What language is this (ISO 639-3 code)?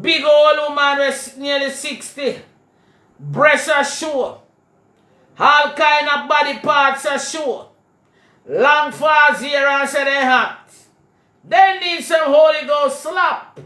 jam